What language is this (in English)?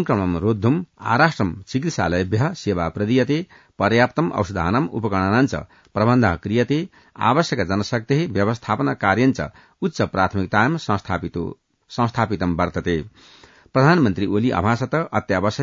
Sanskrit